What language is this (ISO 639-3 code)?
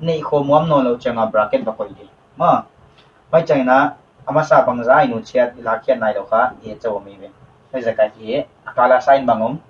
pck